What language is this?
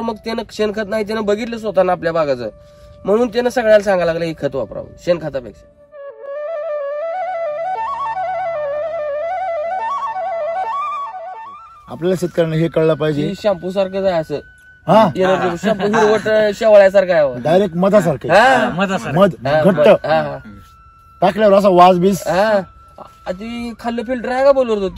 Marathi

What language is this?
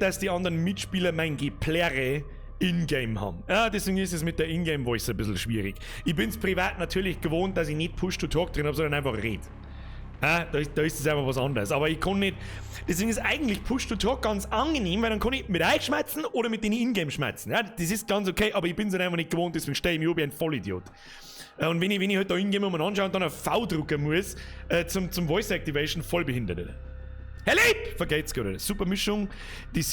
Bavarian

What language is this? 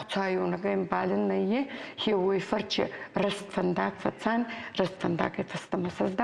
Ossetic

